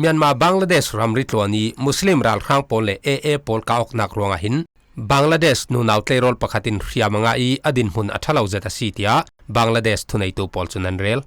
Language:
Falam Chin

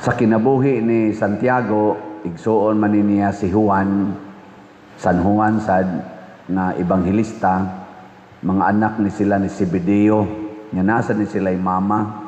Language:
Cebuano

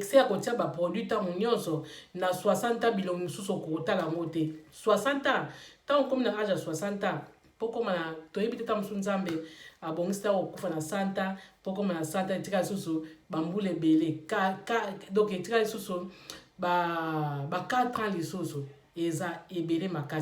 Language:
Lingala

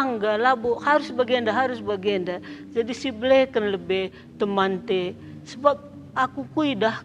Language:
Batak Karo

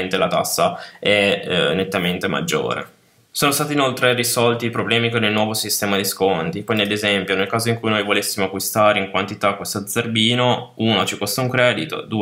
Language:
Italian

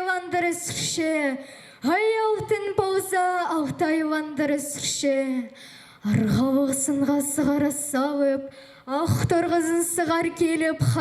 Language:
Khakas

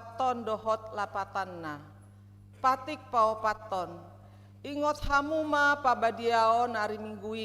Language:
Batak Toba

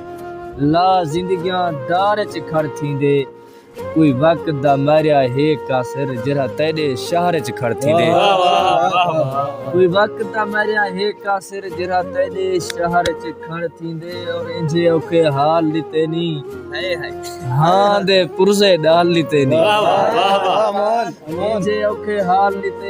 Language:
Saraiki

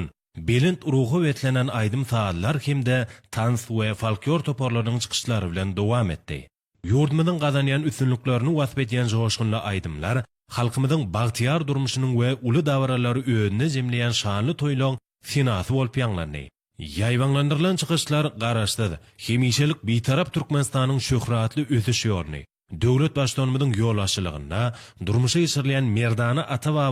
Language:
Turkmen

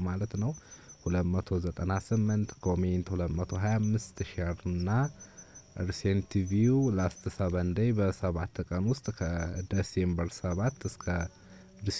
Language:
Amharic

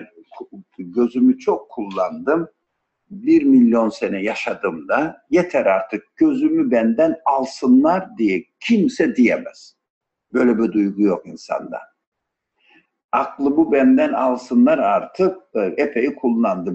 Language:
Turkish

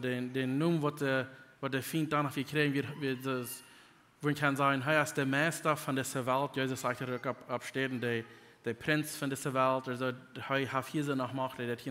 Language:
Plautdietsch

